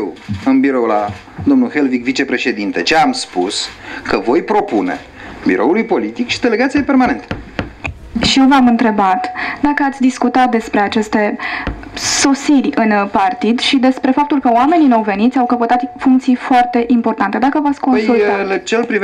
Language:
Romanian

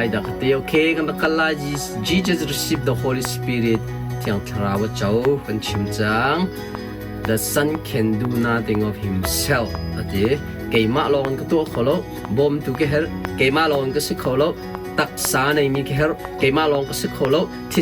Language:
Hakha Chin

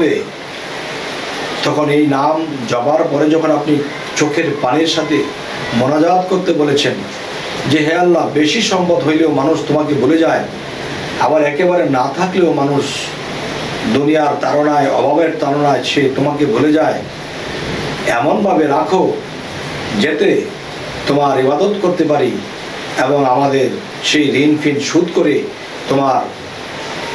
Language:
Bangla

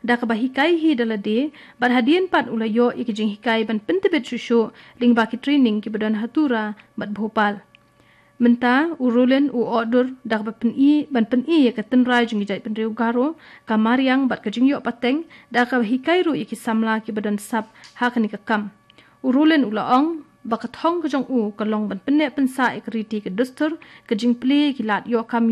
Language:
Khasi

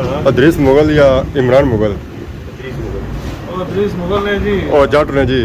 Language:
Pahari-Potwari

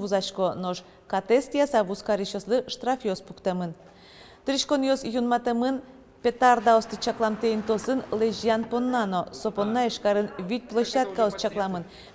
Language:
Udmurt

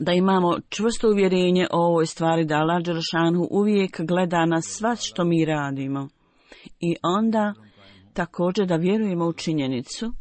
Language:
Bosnian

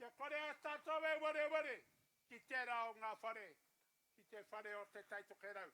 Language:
Māori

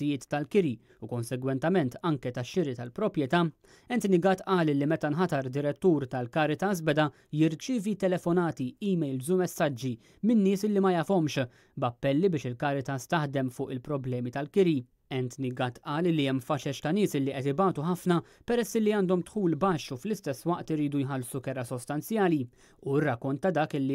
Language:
Maltese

